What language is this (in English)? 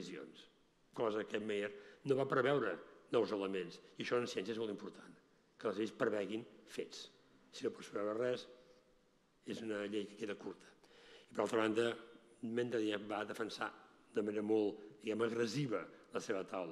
Catalan